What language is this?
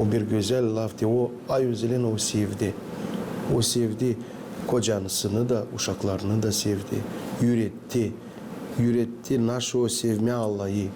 Gagauz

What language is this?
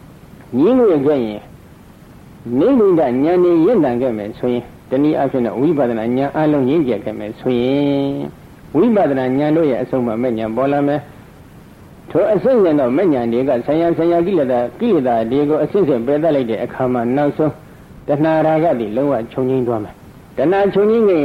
Burmese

